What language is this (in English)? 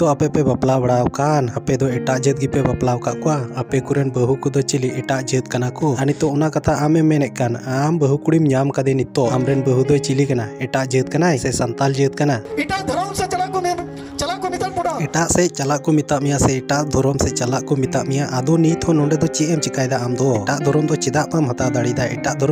Santali